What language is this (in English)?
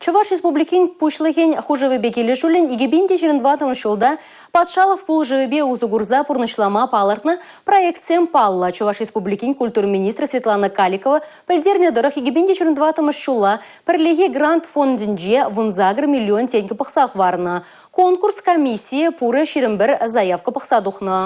Chuvash